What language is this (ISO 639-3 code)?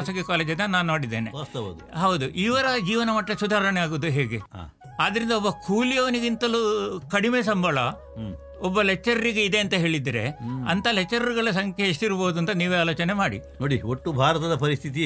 kan